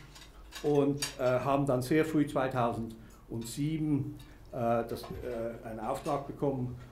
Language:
German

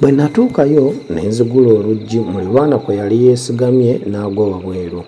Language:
Ganda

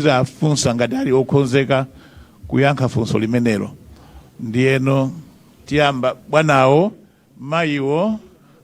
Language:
Nyanja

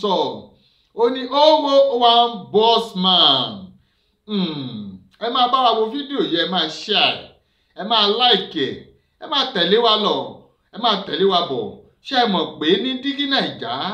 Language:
Yoruba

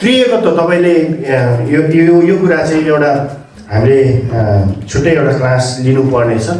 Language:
Nepali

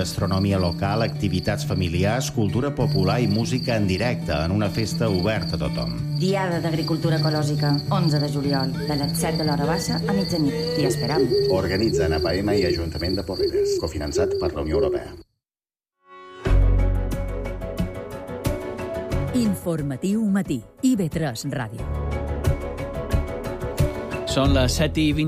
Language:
Catalan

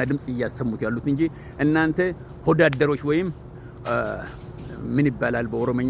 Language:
Amharic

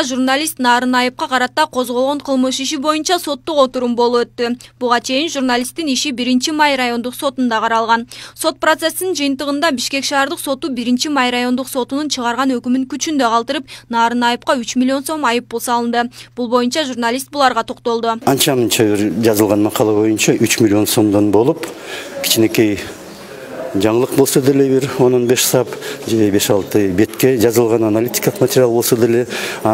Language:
Kyrgyz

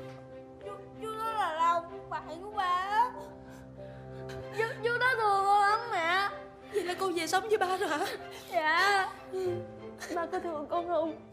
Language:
Vietnamese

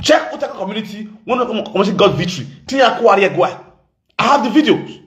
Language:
Nigerian Pidgin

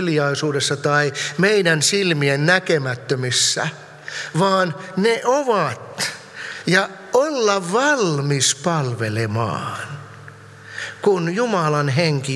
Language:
Finnish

